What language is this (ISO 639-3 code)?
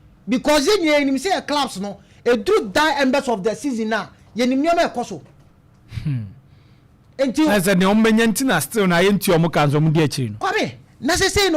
aka